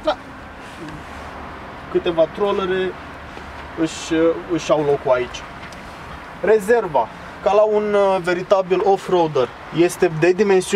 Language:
Romanian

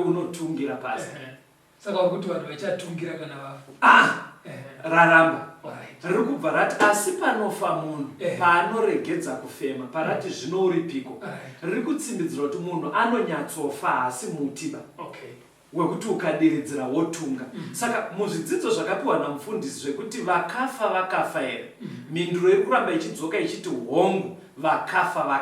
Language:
Shona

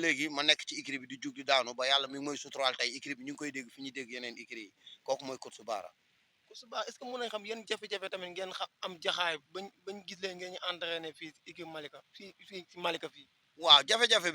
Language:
Wolof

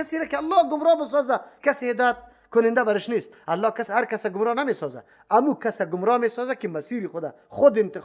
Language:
Persian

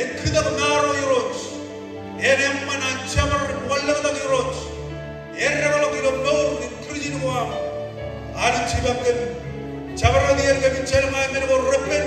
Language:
Marshallese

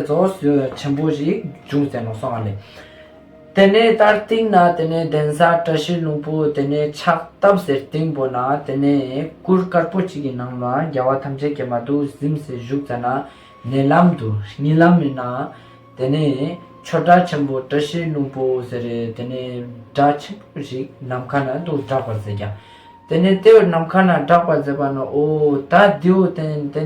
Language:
Ladakhi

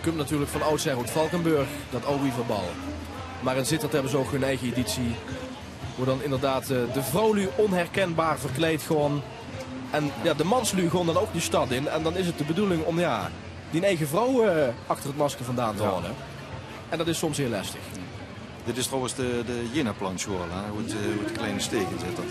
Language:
Limburgish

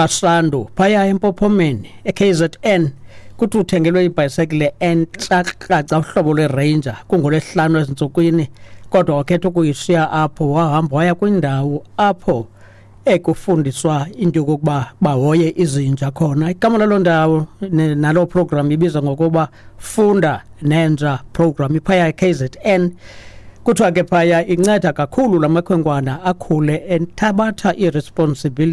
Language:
Xhosa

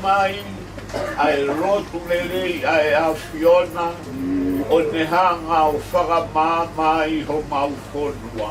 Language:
Tongan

